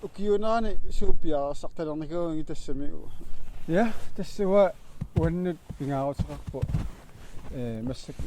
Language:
Kalaallisut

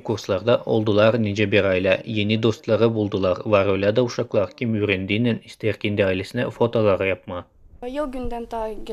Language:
Gagauz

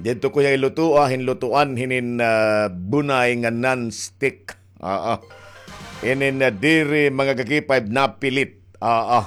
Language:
Waray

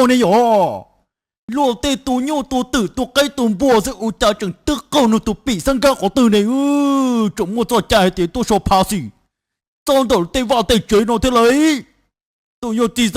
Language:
Hmong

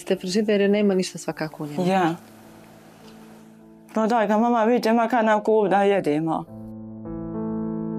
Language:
Bosnian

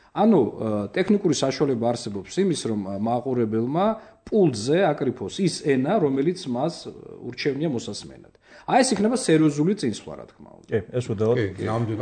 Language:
Georgian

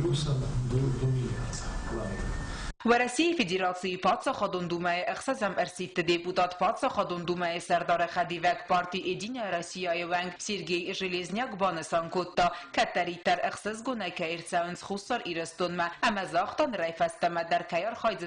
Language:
Ossetic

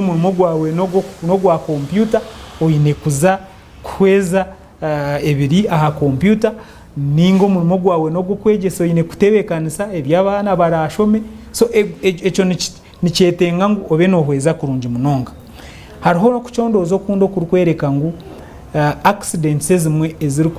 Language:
Nyankole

